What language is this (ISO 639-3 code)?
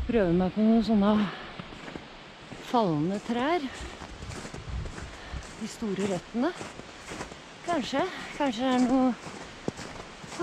nor